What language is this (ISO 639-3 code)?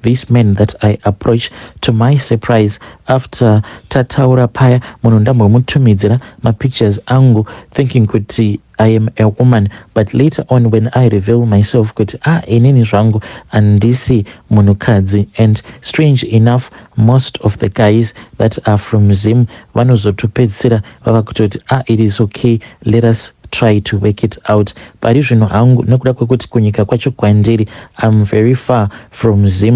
sna